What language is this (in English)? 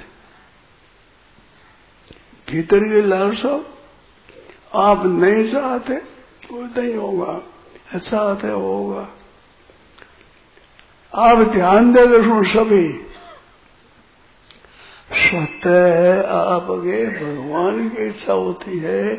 Hindi